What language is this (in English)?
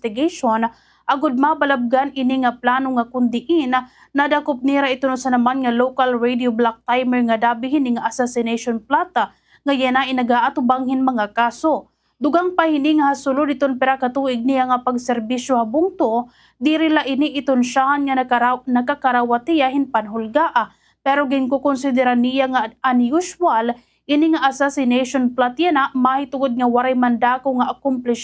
Waray